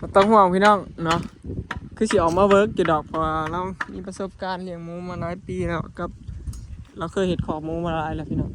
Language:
Northeastern Thai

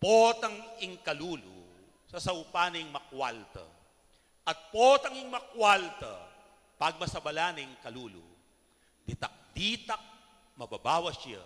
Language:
Pampanga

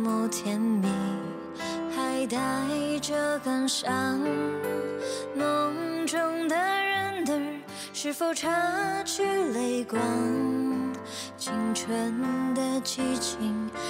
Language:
Chinese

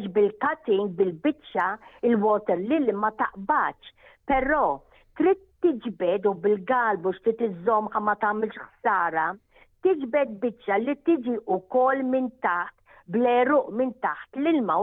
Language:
Maltese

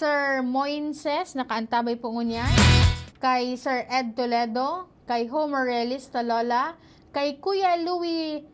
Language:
Bikol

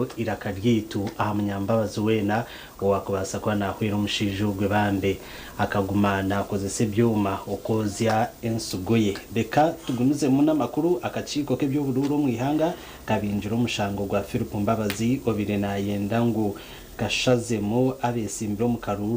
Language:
Nyankole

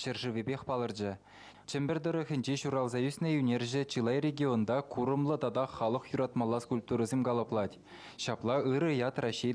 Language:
Chuvash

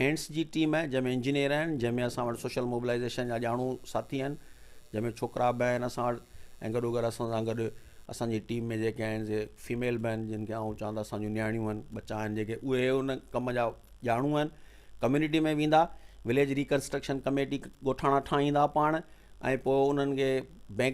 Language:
Sindhi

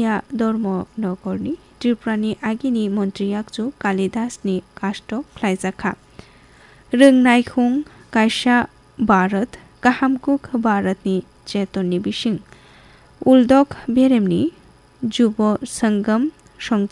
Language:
Kok Borok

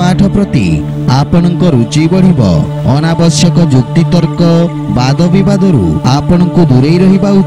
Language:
Odia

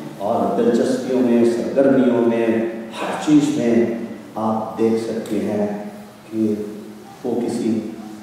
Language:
Urdu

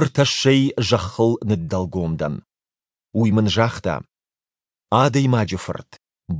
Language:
Ossetic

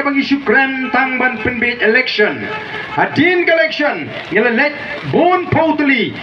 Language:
Khasi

